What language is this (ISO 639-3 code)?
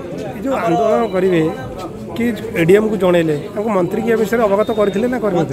ori